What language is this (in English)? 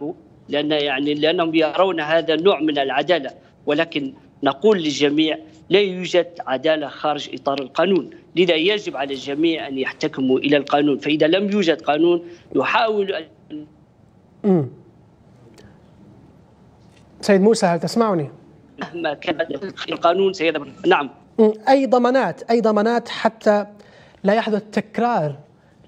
Arabic